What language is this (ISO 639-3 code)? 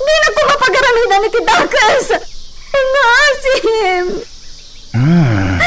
ilo